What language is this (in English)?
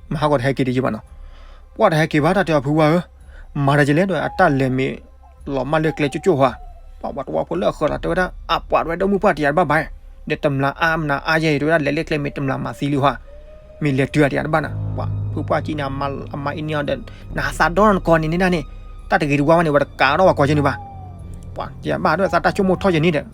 S'gaw Karen